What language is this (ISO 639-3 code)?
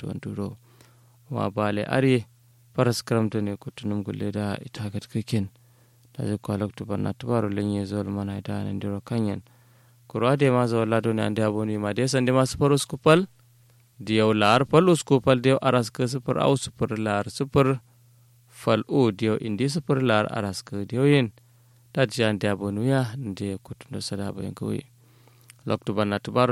kau